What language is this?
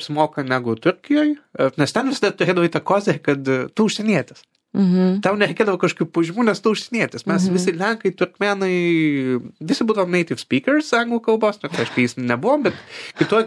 Lithuanian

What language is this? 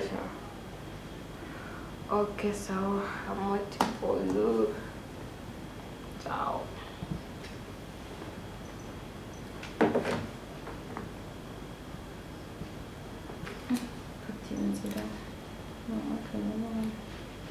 Kinyarwanda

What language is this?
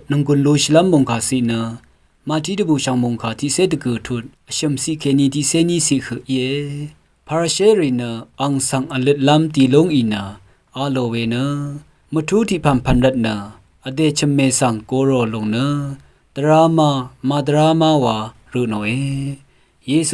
Rawang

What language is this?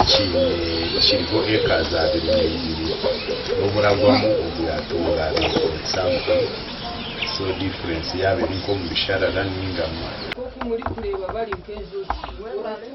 Nyankole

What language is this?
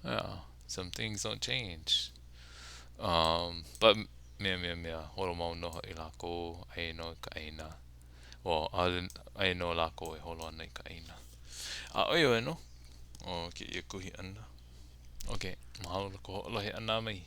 Hawaiian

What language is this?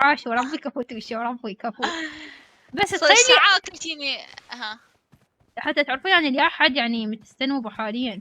Mesopotamian Arabic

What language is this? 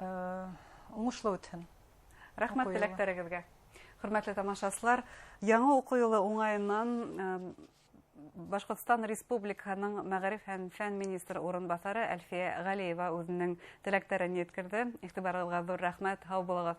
Bashkir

